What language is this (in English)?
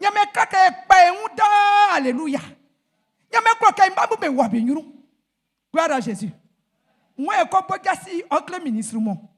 Baoulé